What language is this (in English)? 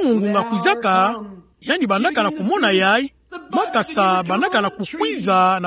Kituba (Democratic Republic of Congo)